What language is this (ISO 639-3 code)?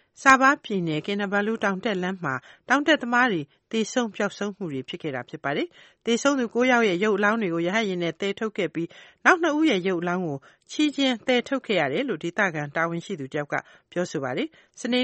mya